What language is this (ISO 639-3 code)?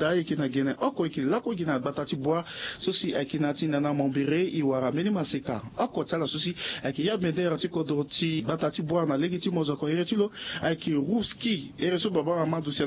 sag